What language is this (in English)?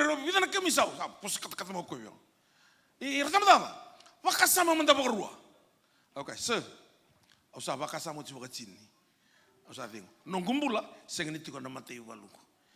Fijian